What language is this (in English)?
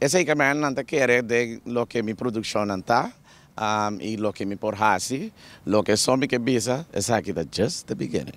Papiamento